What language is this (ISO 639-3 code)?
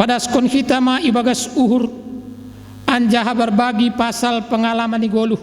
bts